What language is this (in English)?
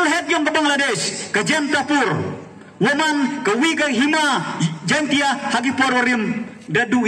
Pnar